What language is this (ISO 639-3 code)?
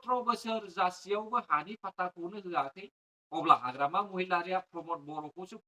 brx